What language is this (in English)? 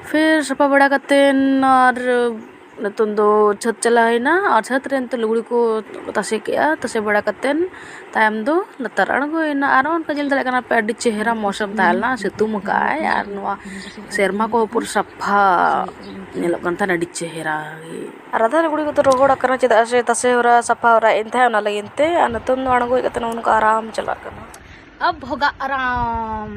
Santali